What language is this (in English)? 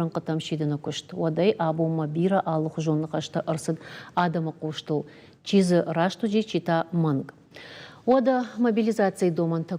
Ossetic